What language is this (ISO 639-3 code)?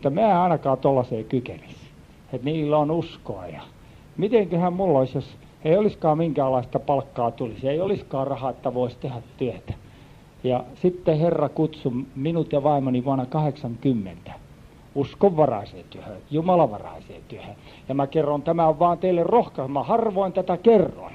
fin